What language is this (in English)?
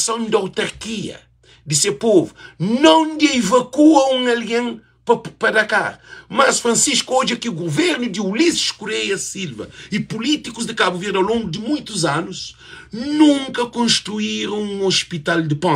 Kabuverdianu